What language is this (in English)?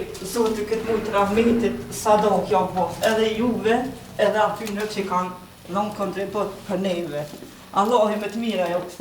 Albanian